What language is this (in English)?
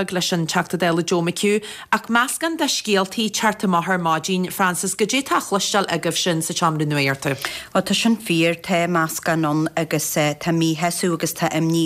Irish